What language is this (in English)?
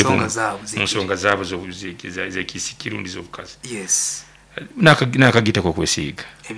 Nyoro